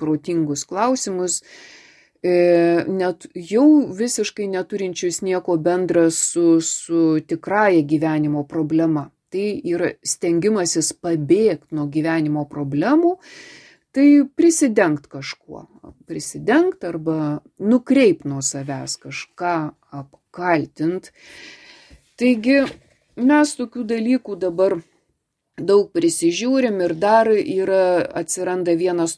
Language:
Lithuanian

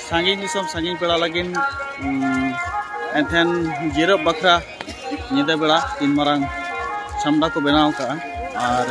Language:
Santali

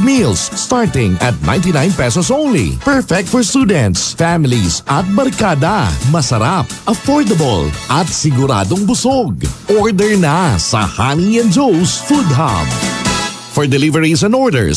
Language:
Filipino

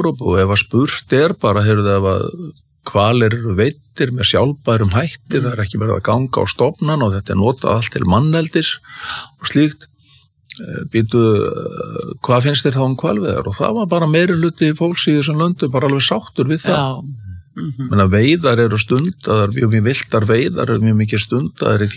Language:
Icelandic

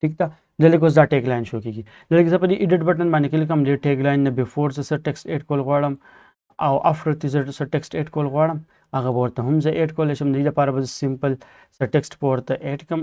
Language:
Pashto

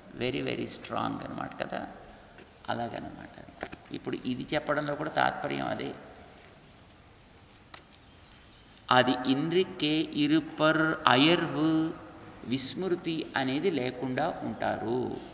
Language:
Telugu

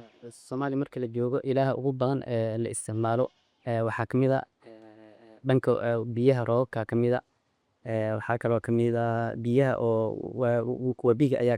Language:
Somali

